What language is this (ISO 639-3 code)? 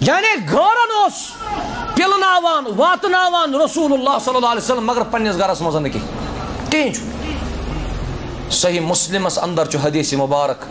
kas